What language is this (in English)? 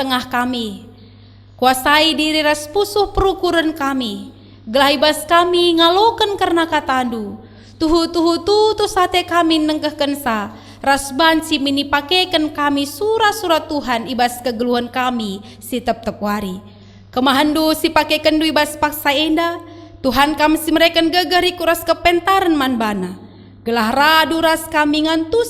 Batak Karo